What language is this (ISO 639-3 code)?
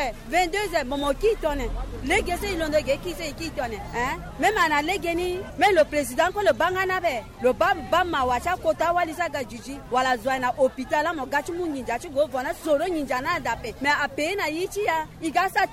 sag